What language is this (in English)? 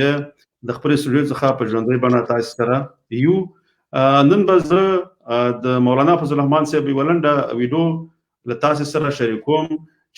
Pashto